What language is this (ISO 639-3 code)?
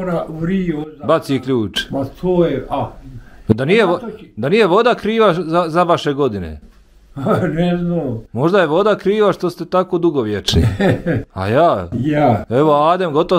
bos